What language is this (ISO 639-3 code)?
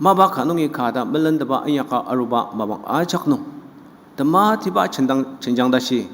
njo